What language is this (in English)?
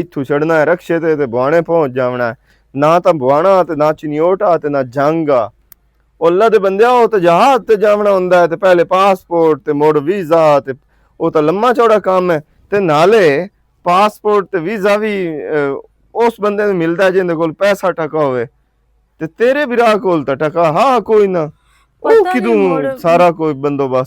Western Panjabi